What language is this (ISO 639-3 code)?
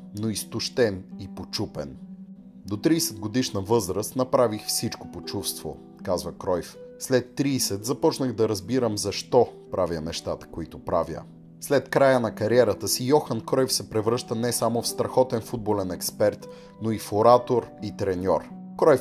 bul